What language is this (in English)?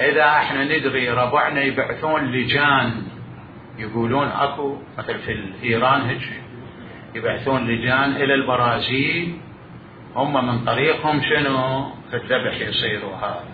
Mesopotamian Arabic